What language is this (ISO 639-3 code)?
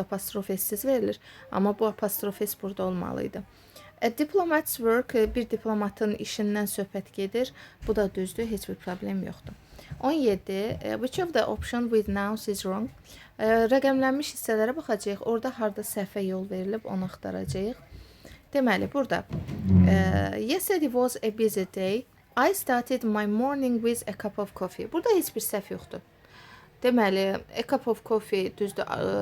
aze